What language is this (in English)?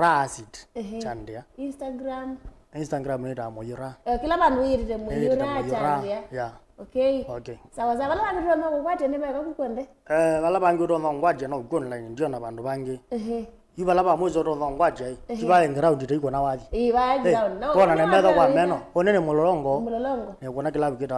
Kamba